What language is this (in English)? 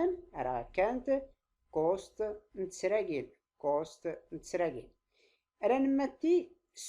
Tachelhit